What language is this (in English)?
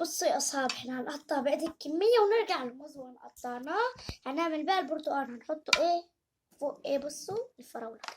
Egyptian Arabic